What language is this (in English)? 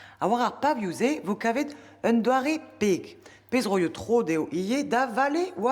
Breton